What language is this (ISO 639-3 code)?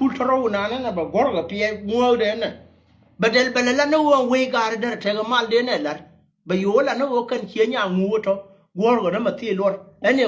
nus